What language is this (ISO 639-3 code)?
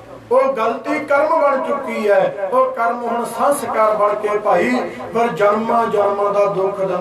pan